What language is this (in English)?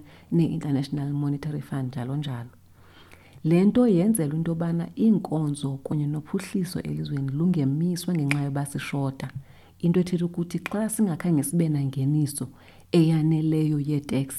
Xhosa